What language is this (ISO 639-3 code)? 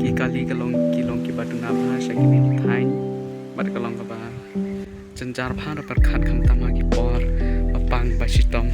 kha